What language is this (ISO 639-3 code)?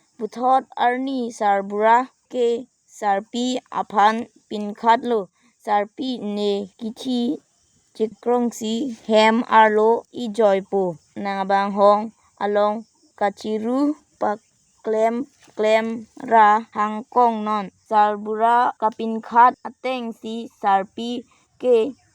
mjw